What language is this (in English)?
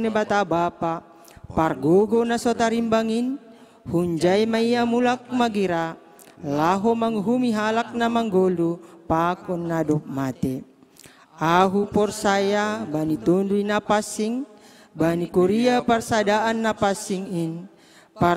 Batak Simalungun